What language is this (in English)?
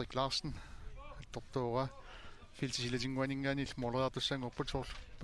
Kalaallisut